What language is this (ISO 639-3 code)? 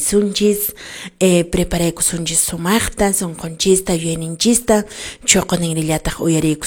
que